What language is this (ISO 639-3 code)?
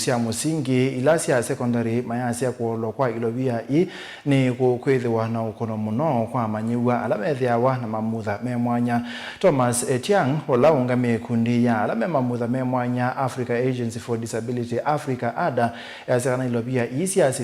kam